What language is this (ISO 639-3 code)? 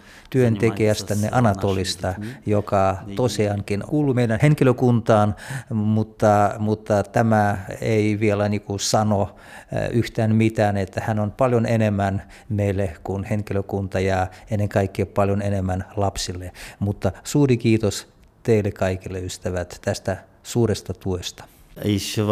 fin